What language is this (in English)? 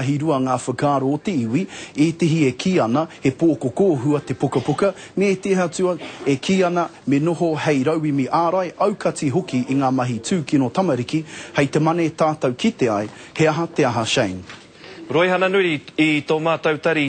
Māori